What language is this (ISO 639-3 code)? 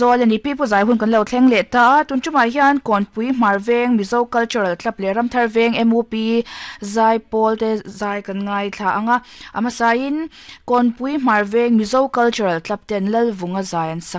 lus